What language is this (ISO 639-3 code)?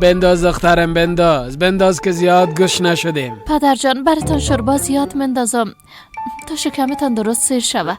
fas